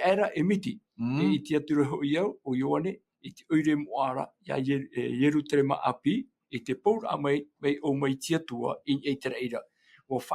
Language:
Tahitian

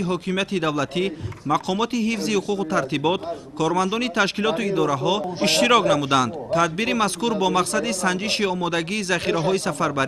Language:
Tajik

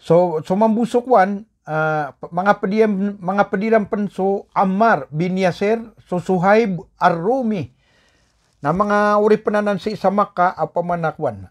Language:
Maranao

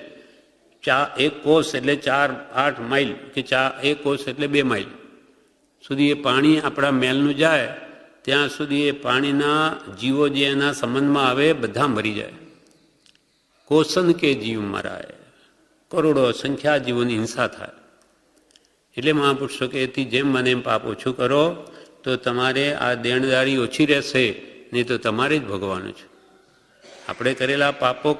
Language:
Gujarati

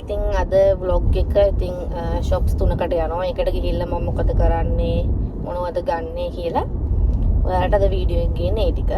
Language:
Sinhala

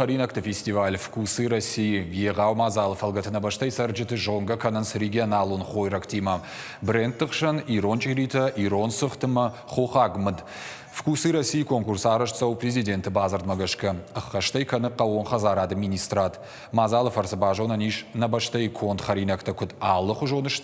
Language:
Ossetic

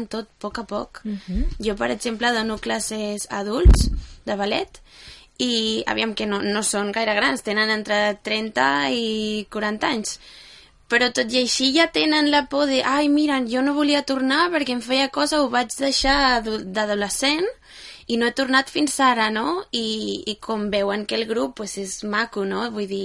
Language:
Catalan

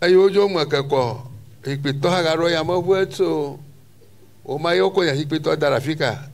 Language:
Ewe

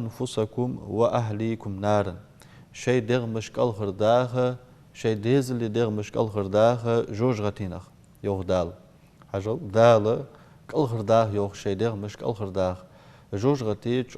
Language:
Ingush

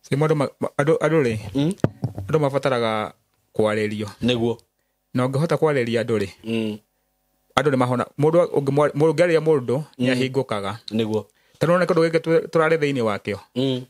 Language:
Kikuyu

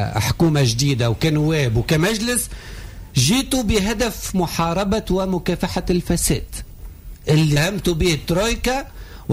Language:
Tunisian Arabic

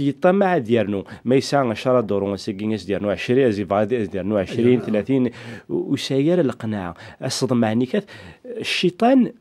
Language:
Kabyle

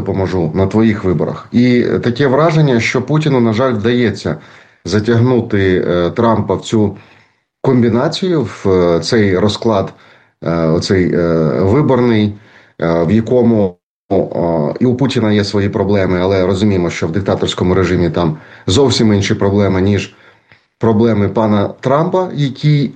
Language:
Ukrainian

